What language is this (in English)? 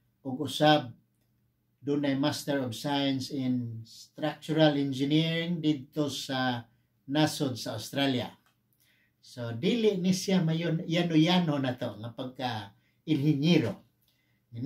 Cebuano